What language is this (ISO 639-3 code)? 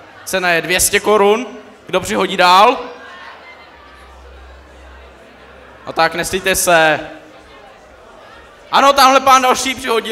ces